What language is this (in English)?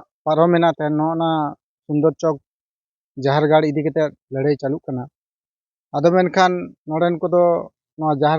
Santali